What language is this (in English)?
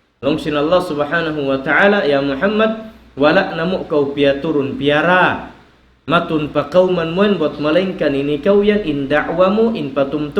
Tausug